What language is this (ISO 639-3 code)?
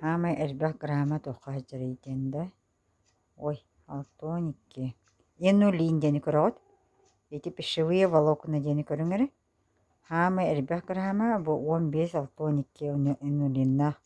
sah